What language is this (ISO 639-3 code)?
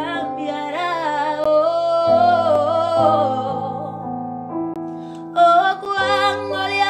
spa